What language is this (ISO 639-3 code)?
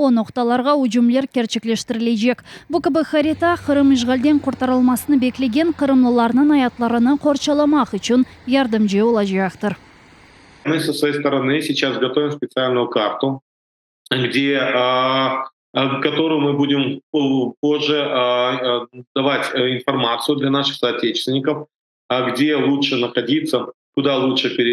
crh